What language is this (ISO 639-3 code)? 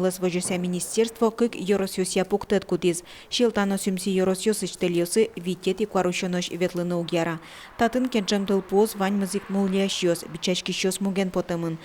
udm